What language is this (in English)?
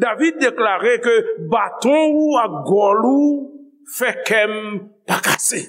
Haitian Creole